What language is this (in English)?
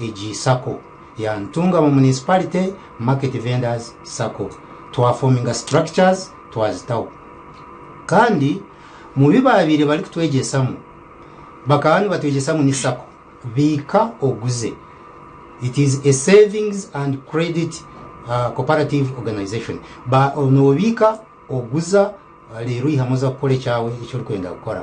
Nyankole